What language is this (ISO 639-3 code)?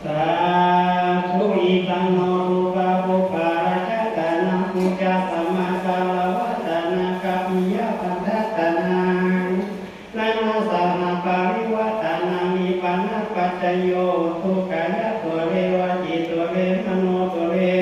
pli